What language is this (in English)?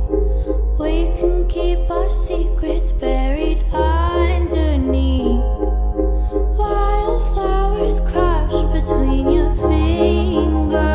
English